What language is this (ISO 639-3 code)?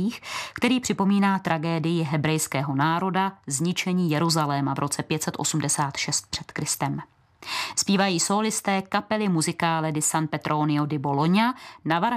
ces